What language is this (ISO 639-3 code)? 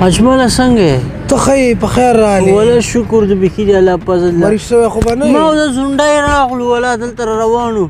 pus